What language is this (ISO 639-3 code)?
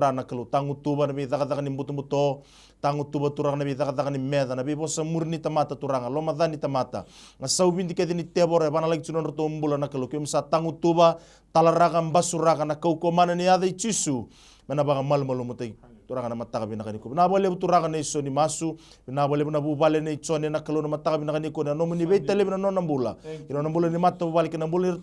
fij